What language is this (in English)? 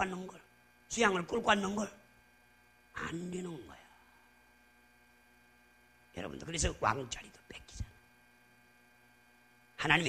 Korean